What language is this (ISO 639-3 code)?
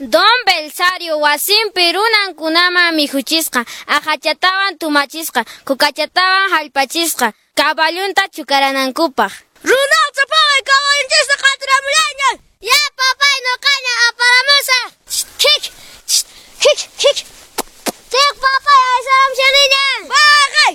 que